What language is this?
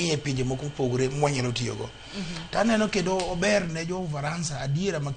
Luo (Kenya and Tanzania)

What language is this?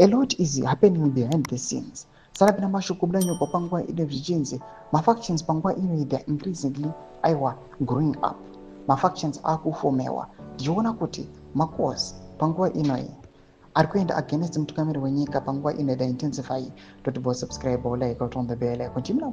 Shona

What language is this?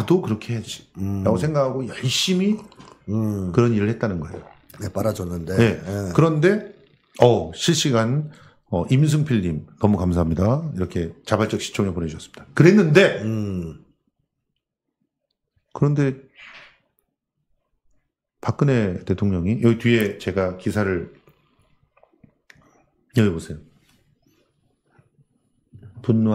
Korean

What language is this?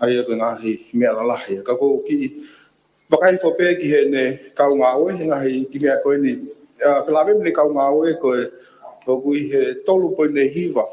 Tongan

